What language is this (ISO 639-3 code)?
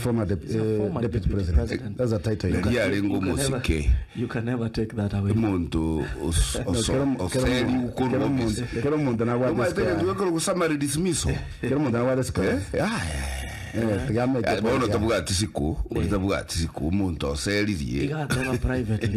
guz